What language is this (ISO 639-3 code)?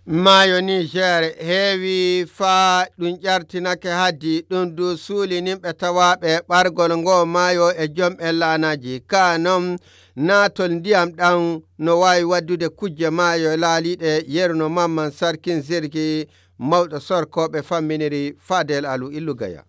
fuv